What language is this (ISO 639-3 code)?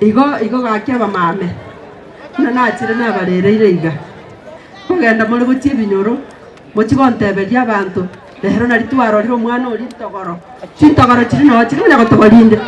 guz